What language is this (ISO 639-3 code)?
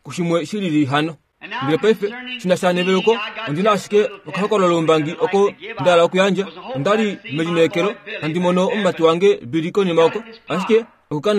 kua